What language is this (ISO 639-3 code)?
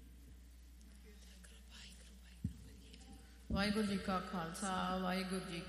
pan